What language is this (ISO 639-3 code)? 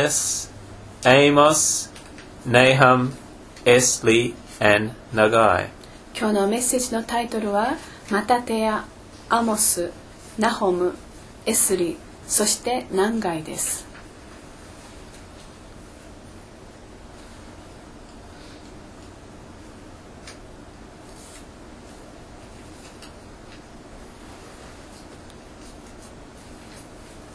jpn